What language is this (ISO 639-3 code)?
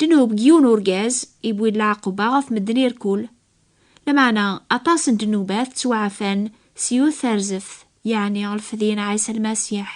kab